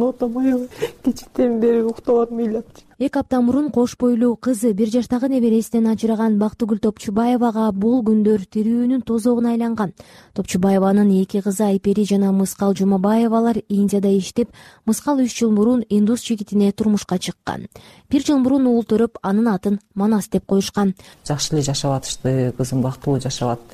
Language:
Kyrgyz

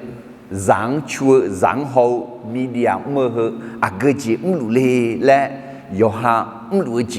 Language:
Akha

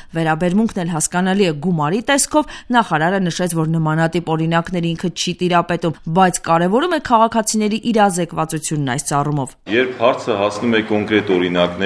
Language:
Armenian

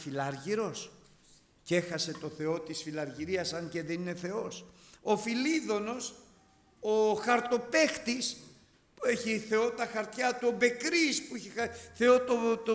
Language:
Greek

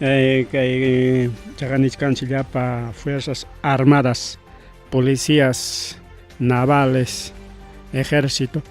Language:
Ayacucho Quechua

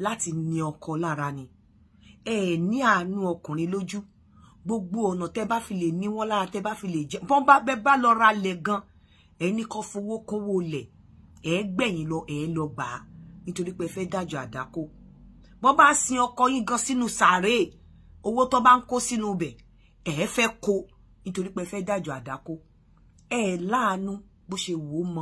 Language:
Yoruba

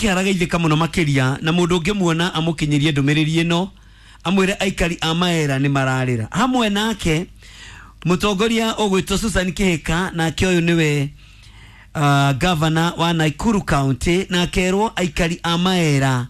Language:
Kikuyu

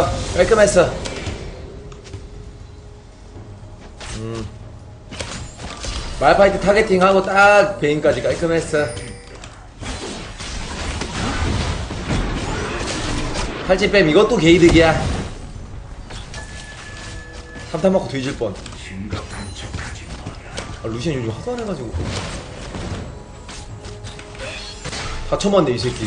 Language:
Korean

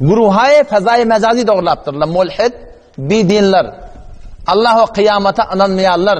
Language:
Turkmen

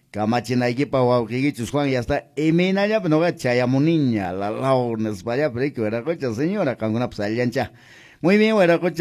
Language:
Quechua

